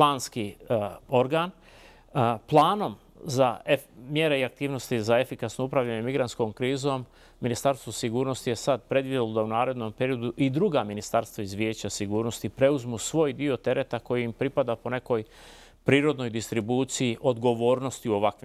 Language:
Bosnian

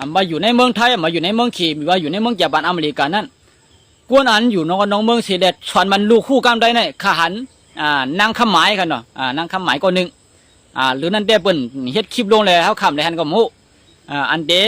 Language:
Shan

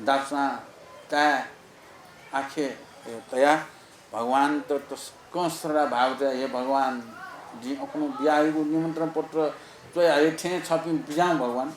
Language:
Newari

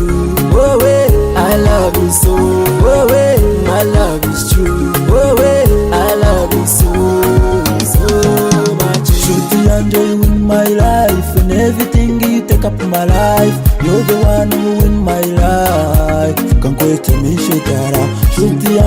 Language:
Nyankole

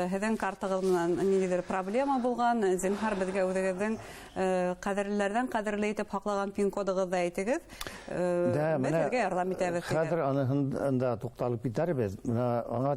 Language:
Bashkir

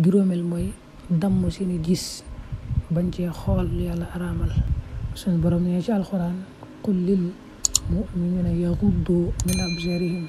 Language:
Wolof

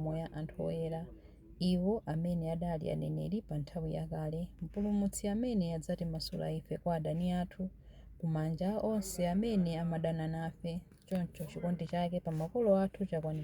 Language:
Nyanja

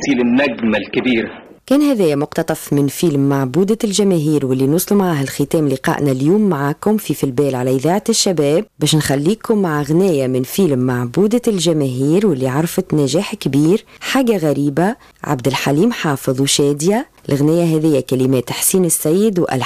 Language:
Tunisian Arabic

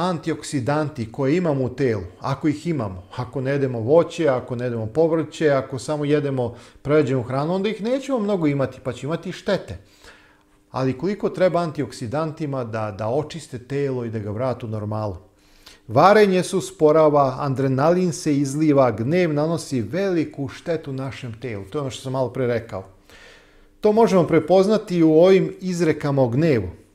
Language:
Serbian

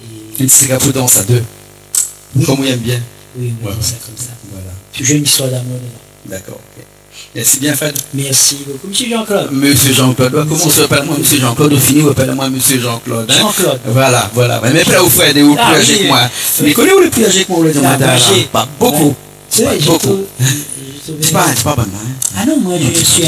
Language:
Réunion Creole French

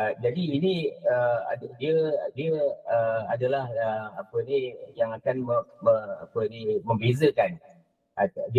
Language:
Malay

